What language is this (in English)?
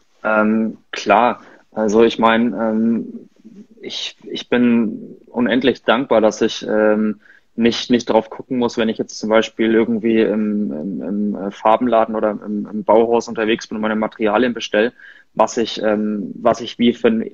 German